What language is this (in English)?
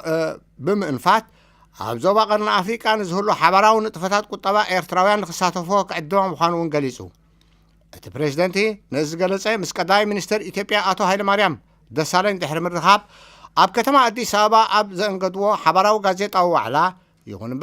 Tigrinya